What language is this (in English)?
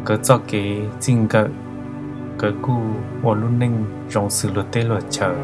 Hmong